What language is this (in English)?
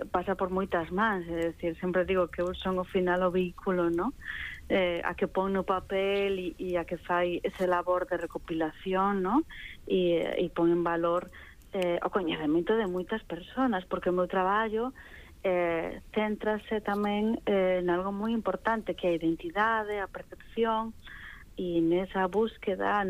Galician